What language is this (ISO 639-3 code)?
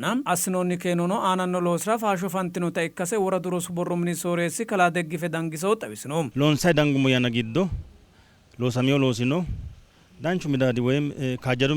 sid